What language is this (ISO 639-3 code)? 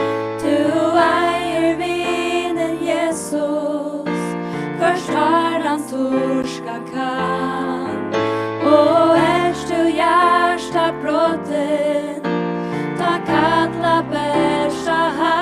fao